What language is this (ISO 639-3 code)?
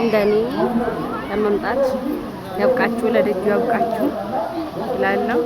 amh